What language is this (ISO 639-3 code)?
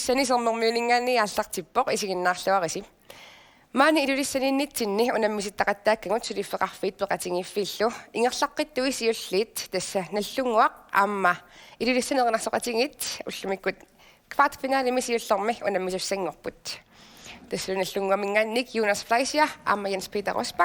kal